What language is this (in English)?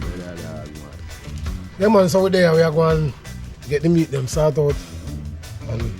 Jamaican Creole English